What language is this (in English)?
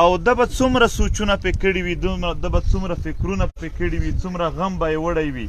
Pashto